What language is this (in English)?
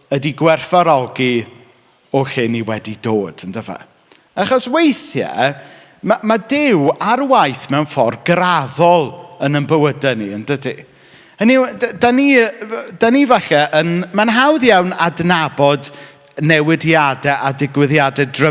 Welsh